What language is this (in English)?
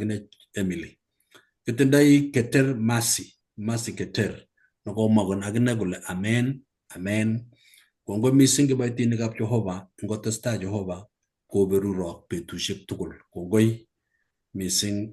Kalenjin